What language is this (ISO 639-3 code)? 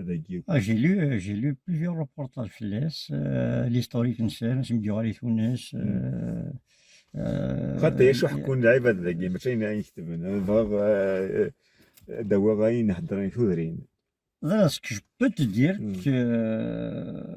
kab